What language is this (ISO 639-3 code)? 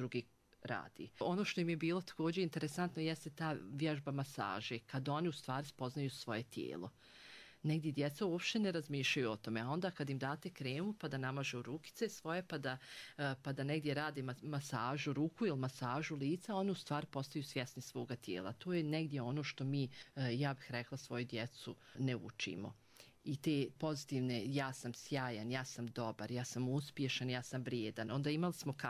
bos